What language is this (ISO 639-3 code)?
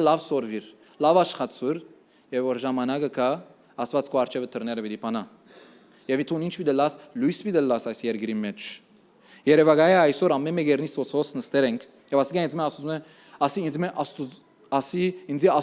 hyw